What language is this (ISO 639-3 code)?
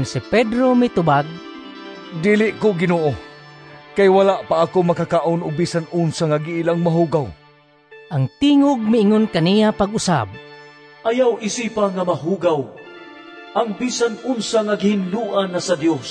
ceb